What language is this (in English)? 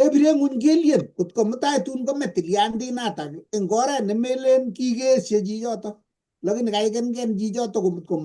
Kalenjin